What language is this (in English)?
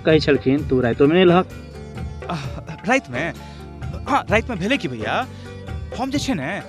Maithili